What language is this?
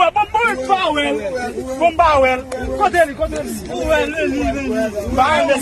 Haitian Creole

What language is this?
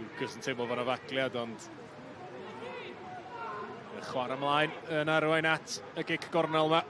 Welsh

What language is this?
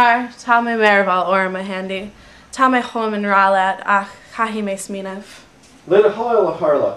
Irish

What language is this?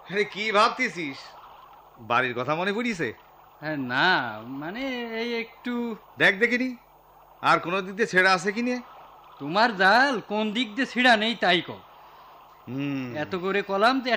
Bangla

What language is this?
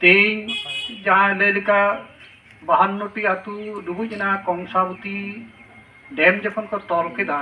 Santali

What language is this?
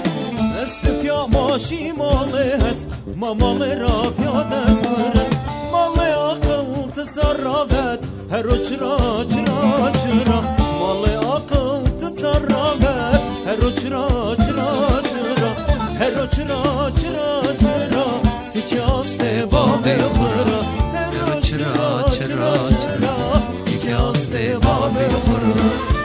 Zaza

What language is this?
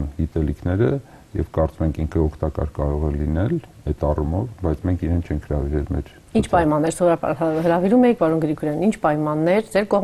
Armenian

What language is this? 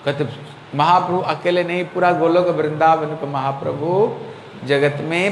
Hindi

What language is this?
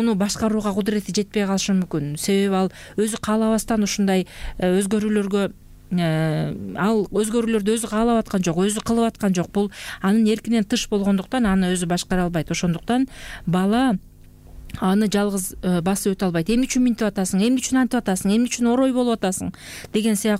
Kyrgyz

